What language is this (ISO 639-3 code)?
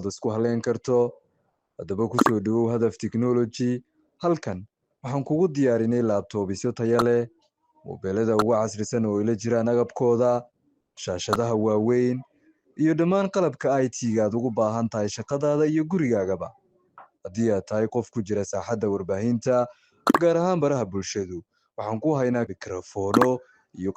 som